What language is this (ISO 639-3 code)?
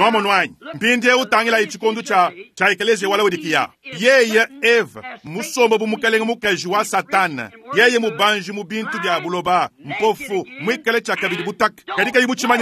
lua